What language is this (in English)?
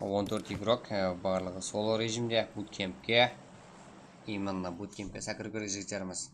Kara-Kalpak